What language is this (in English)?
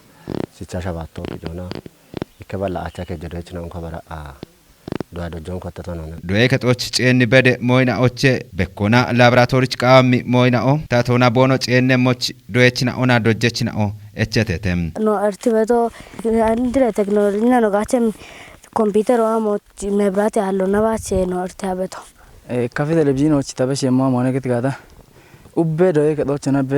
Kafa